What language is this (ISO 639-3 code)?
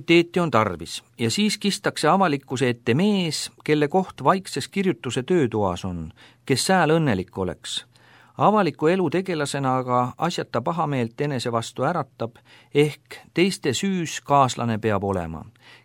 est